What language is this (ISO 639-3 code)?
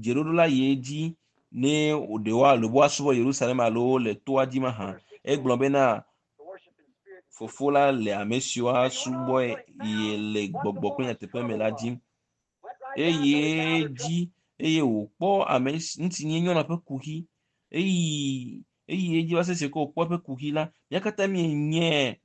ewe